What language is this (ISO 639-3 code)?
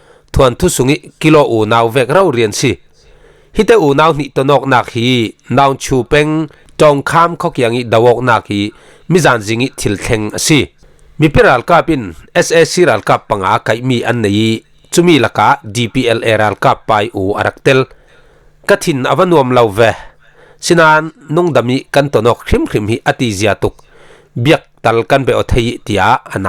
cfm